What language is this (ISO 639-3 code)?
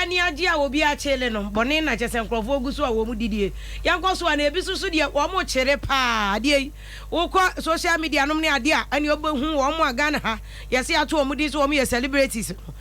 aka